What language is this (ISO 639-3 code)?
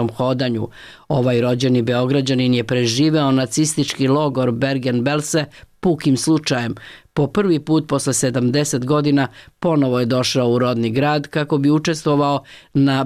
srp